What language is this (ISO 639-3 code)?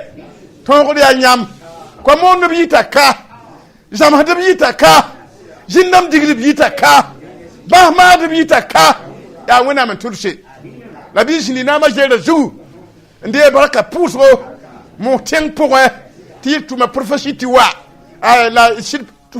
mos